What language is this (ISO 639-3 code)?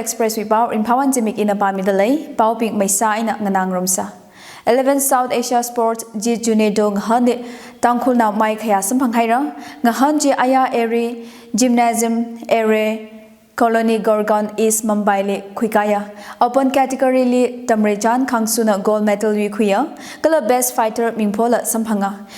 nmf